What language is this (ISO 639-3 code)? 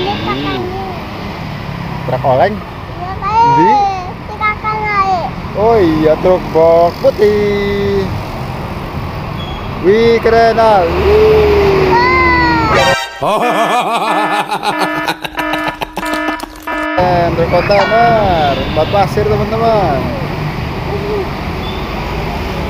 ind